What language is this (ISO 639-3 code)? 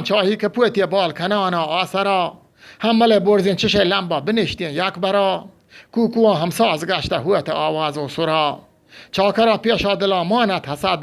bgp